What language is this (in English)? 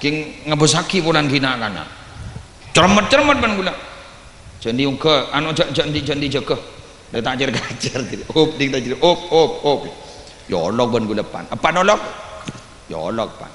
Madurese